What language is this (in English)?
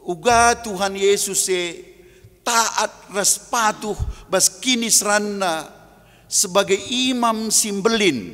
Batak Karo